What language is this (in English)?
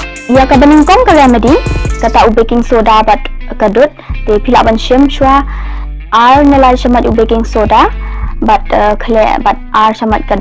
Khasi